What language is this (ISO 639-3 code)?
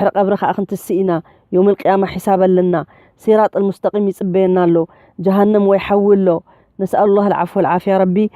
tir